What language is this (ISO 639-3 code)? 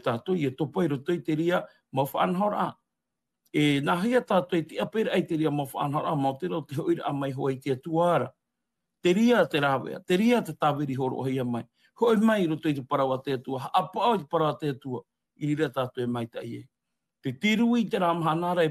tah